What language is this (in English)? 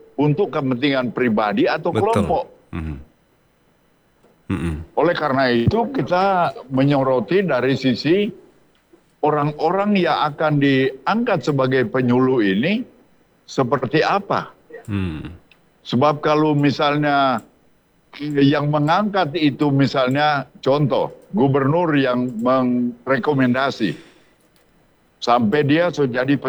Indonesian